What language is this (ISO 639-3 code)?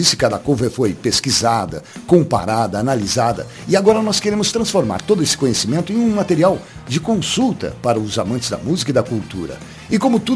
por